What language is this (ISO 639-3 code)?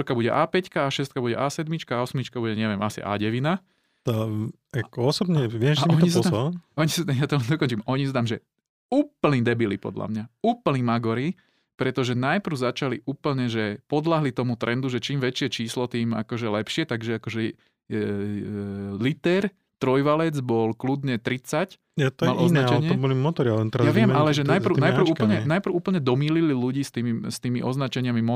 slk